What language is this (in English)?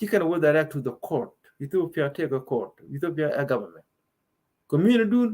Nuer